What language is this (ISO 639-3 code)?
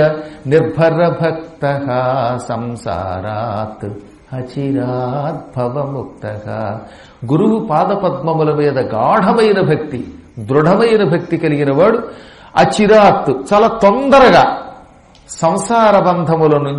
tel